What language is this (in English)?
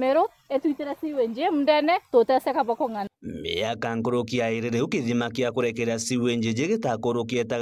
Meru